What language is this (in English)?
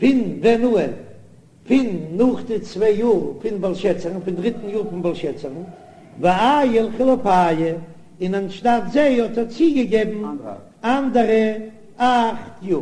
Yiddish